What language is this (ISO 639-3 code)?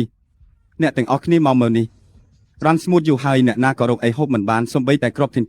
khm